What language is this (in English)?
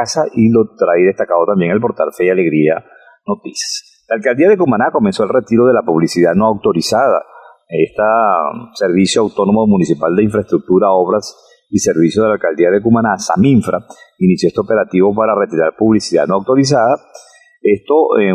Spanish